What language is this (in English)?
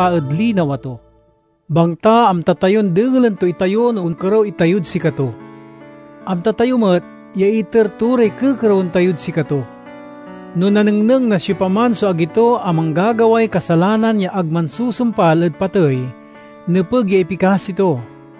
Pangasinan